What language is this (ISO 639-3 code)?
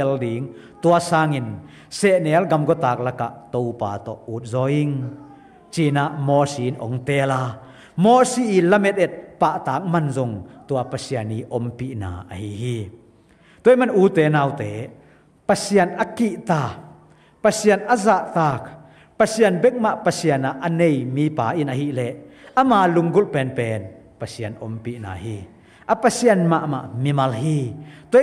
ctd